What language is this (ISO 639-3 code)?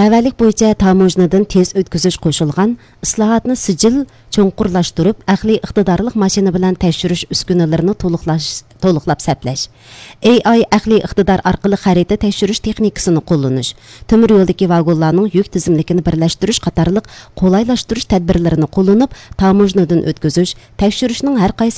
uig